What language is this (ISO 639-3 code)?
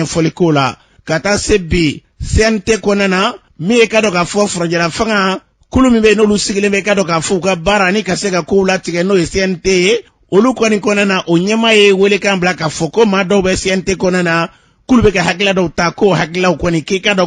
bam